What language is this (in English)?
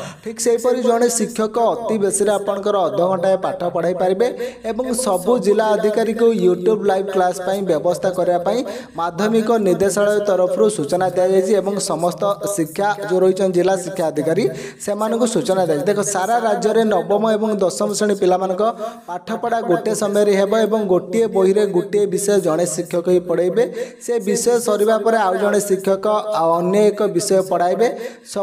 Odia